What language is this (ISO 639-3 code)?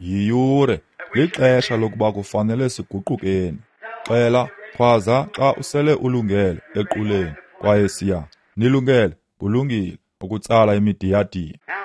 xho